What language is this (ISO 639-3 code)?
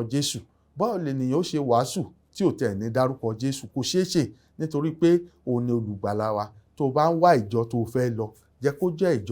yor